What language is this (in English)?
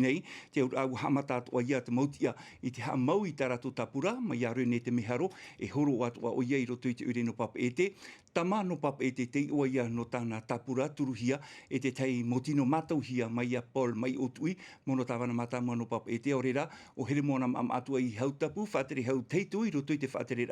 Tahitian